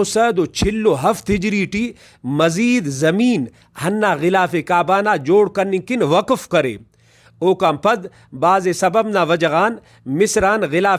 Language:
Brahui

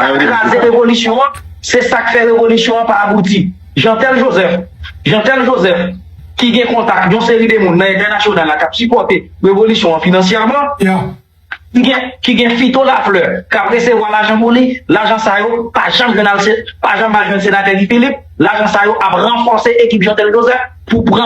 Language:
Haitian Creole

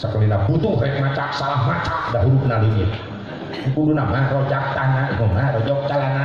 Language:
Sundanese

